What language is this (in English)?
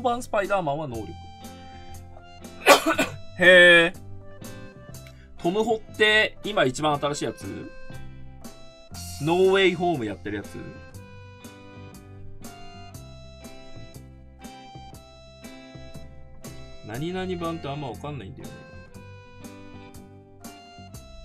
Japanese